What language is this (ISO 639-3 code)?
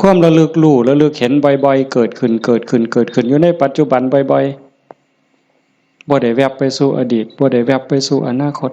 tts